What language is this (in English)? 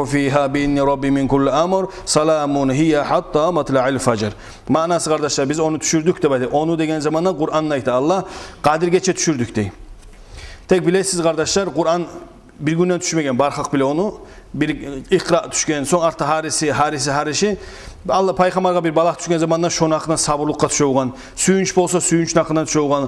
Kumyk